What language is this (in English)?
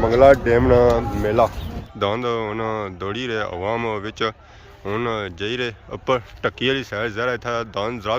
Pahari-Potwari